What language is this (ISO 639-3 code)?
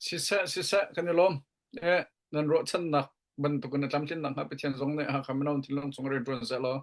cnh